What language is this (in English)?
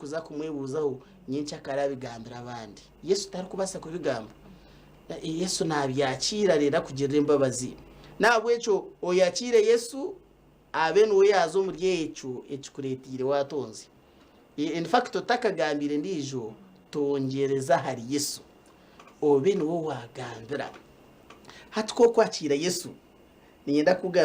Nyankole